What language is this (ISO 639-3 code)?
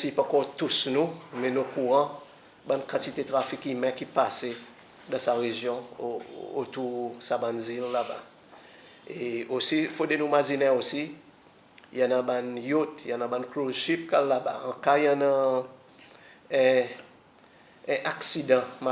crs